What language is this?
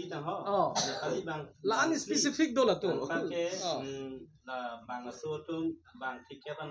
Karbi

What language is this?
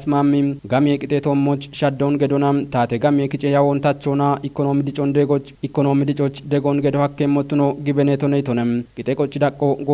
Kafa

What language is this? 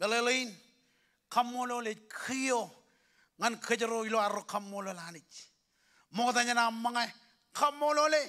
Marshallese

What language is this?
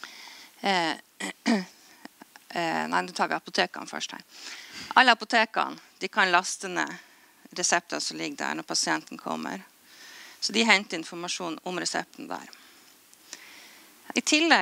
Norwegian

